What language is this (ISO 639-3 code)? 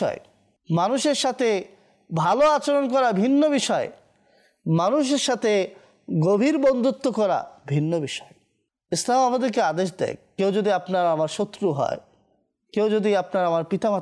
ben